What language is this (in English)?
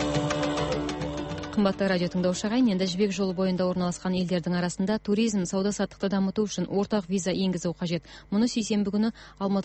Kazakh